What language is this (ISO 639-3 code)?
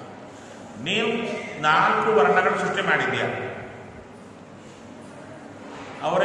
kan